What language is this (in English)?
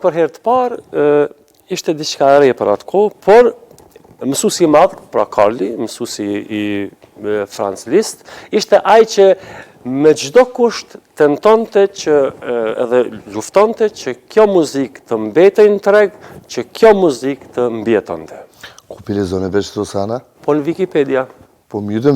Albanian